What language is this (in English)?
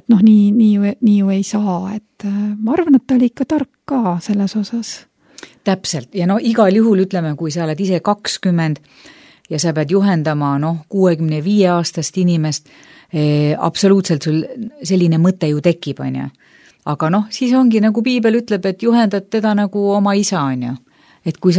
Estonian